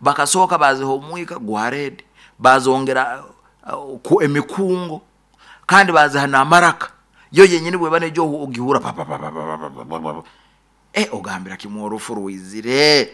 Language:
Nyoro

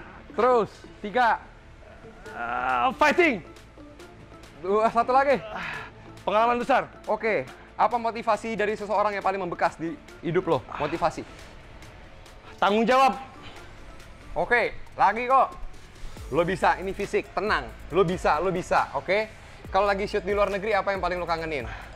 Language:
Indonesian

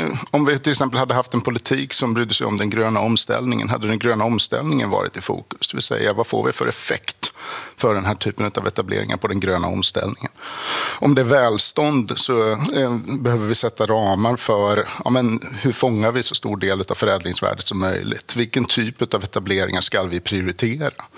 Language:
Swedish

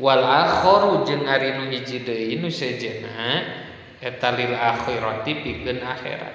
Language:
Sundanese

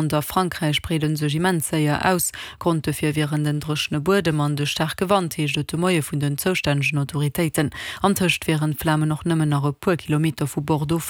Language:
Luxembourgish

